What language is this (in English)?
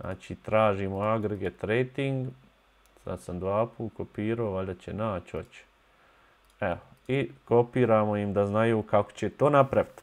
Bosnian